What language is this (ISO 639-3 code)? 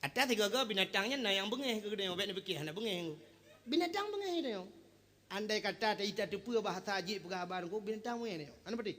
ace